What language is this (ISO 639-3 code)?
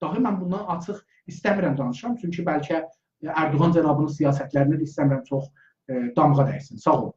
azb